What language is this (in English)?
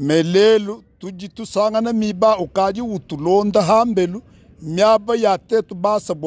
Luba-Lulua